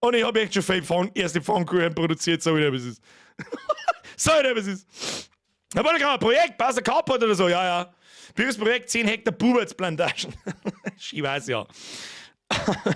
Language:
Bavarian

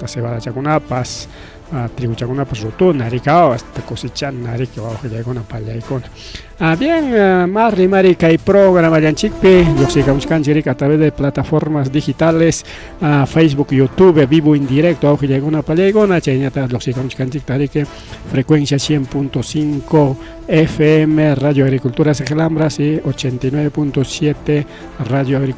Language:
Ayacucho Quechua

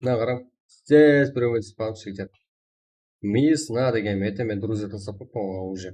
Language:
Kara-Kalpak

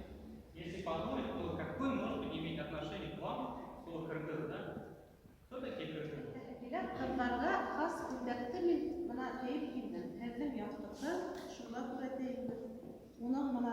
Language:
Bashkir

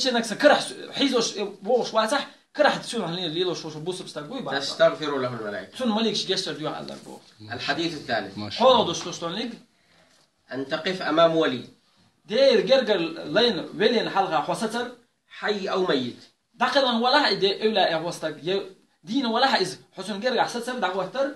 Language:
Chechen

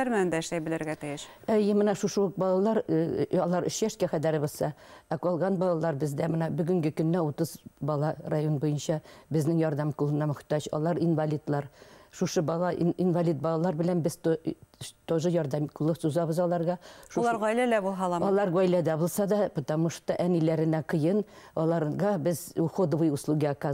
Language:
Bashkir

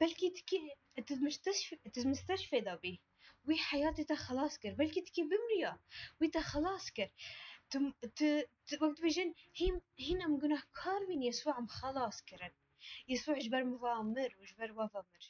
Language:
Kurdish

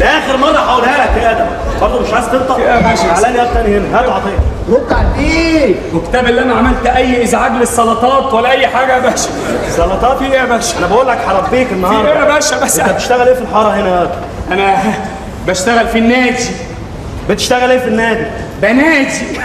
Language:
Egyptian Arabic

